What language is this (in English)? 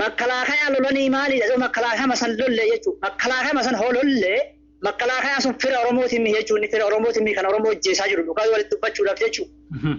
Oromo